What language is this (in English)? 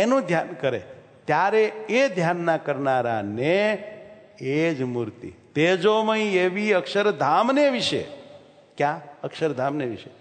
Gujarati